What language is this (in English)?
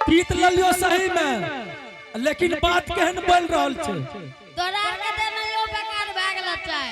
Angika